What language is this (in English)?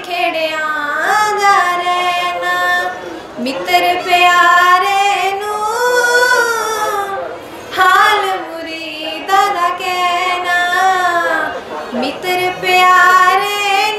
Punjabi